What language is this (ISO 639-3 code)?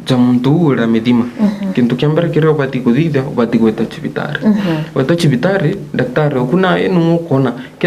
mer